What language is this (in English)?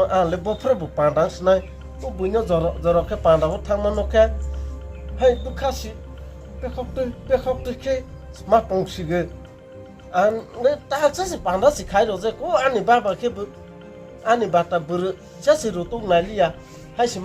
Kok Borok